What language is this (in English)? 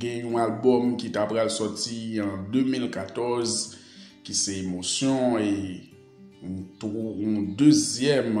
Haitian Creole